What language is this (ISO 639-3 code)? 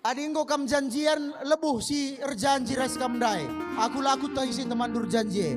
btx